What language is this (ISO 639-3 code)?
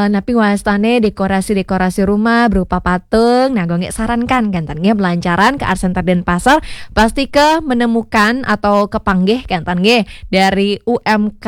ban